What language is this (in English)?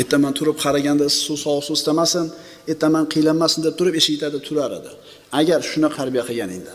Uzbek